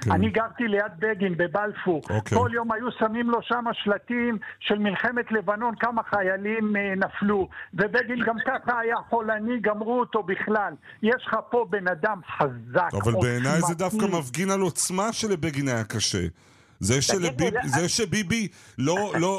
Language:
Hebrew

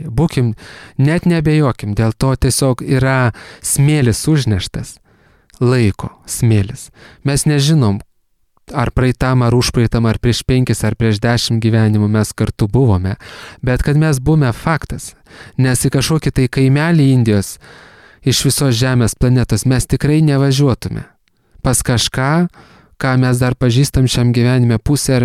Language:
Lithuanian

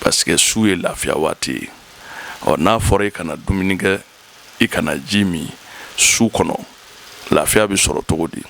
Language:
Bambara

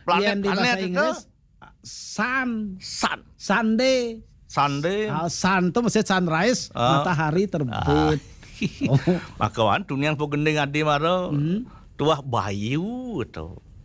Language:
Balinese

